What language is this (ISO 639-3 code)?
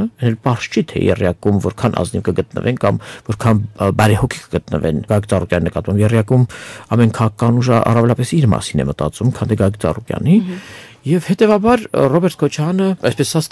hye